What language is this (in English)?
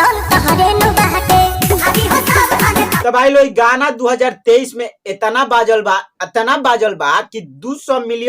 Bhojpuri